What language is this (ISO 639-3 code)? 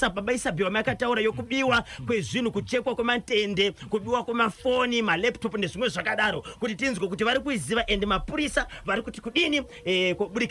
sna